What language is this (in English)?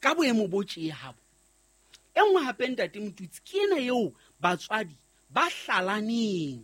Southern Sotho